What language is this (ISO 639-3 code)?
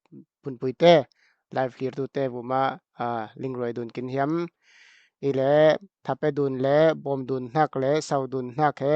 cfm